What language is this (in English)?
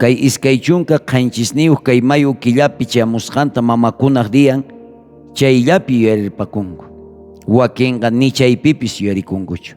South Bolivian Quechua